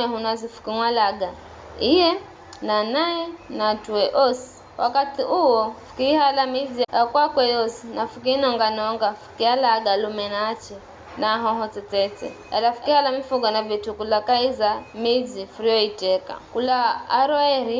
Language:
Giryama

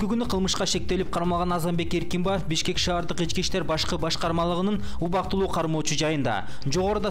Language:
Kyrgyz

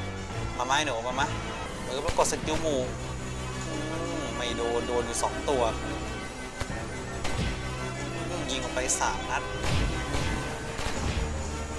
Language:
Thai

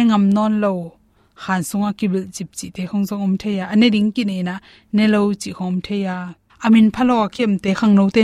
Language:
Tedim Chin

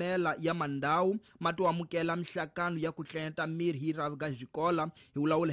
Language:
Tsonga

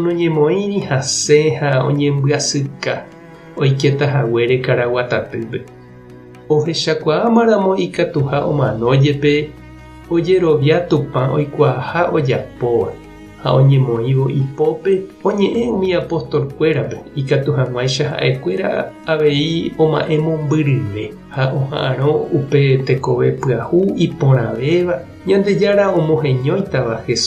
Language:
Guarani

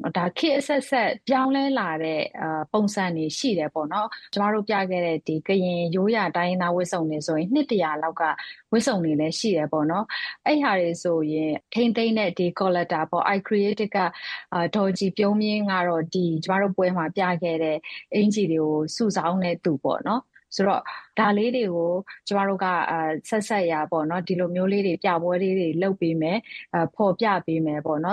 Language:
Burmese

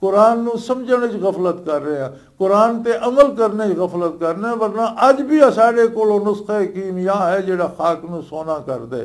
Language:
Western Panjabi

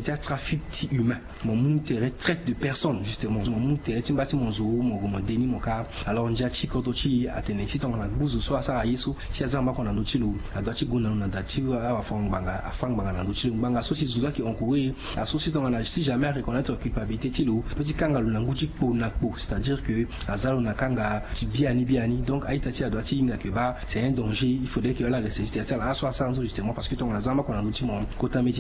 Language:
Sango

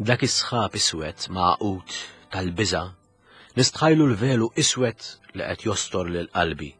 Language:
Maltese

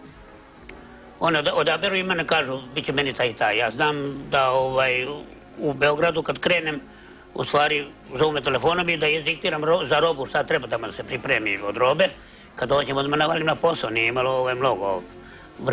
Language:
Serbian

